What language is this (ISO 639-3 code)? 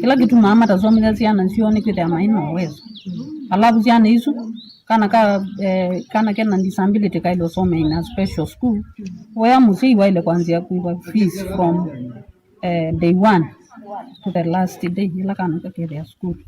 kam